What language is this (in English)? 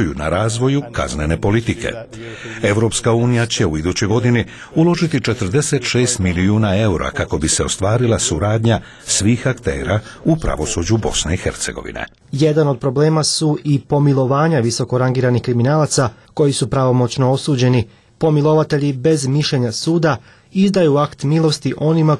Bosnian